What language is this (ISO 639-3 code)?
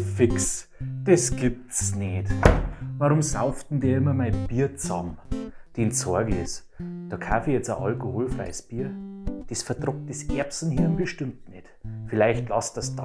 bar